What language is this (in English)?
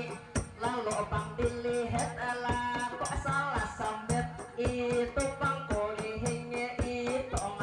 Banjar